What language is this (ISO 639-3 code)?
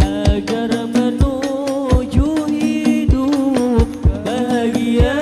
bjn